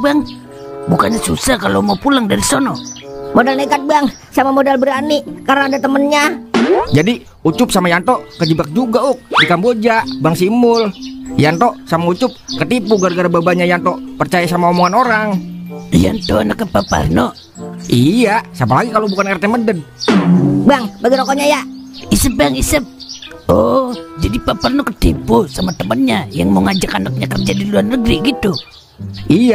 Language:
Betawi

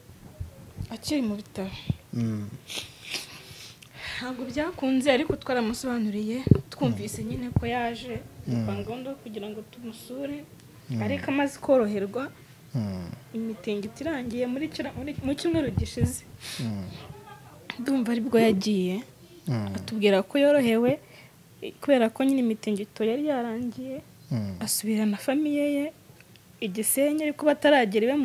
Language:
Kinyarwanda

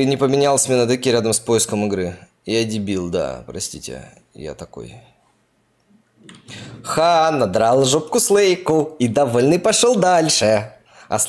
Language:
Russian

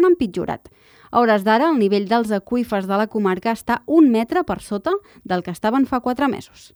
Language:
Catalan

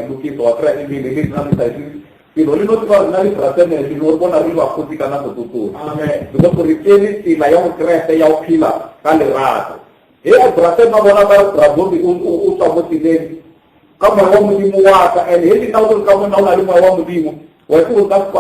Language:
Northern Sotho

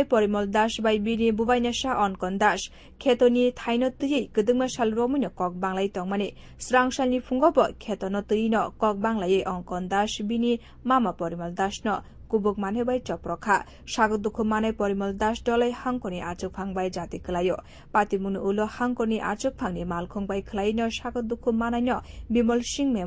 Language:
Kok Borok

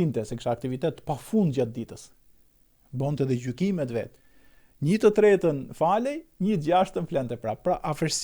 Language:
Albanian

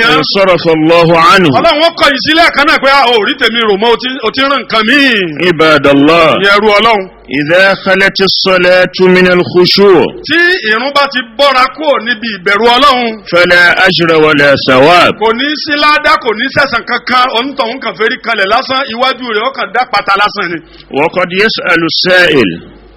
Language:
Yoruba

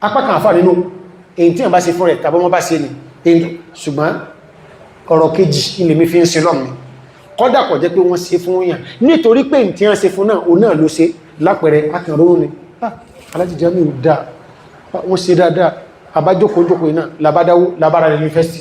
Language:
Yoruba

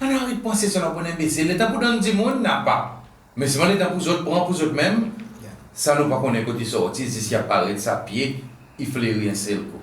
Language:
Seselwa Creole French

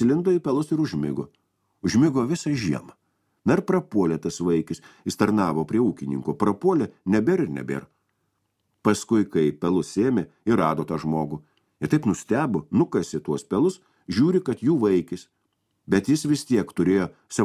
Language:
Lithuanian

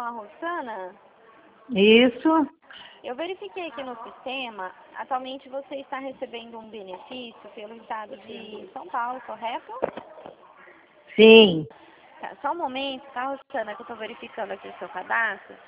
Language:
Portuguese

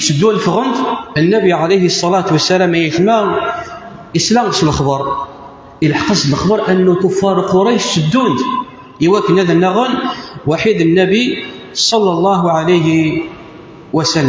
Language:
Kabyle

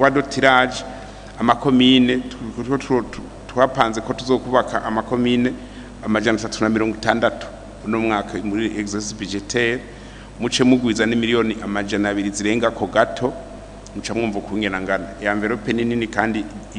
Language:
Rundi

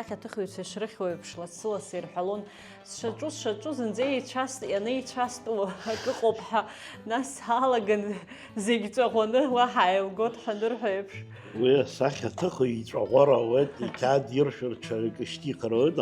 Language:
Abkhazian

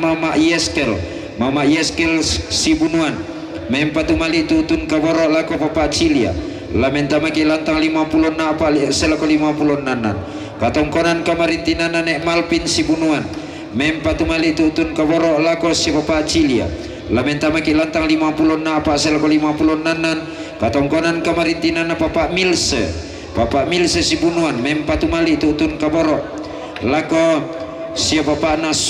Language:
Toraja-Sa'dan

